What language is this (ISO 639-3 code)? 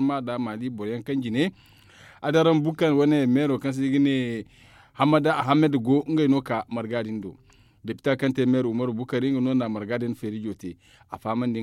dje